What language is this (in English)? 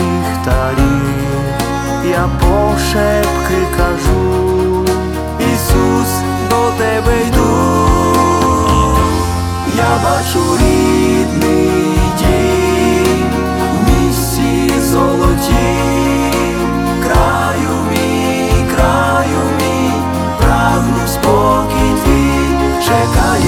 Ukrainian